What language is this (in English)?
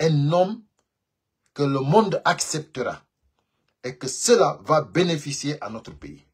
Pular